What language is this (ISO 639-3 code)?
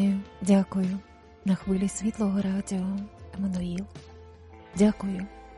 ukr